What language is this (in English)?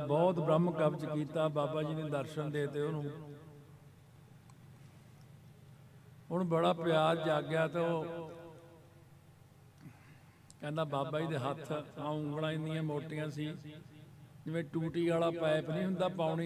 Punjabi